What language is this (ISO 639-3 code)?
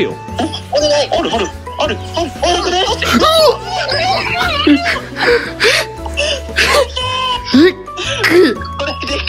jpn